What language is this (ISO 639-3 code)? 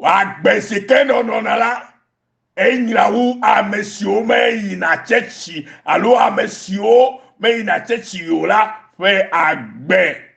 ewe